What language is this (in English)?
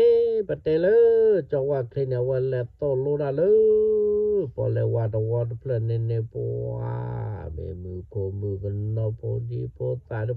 S'gaw Karen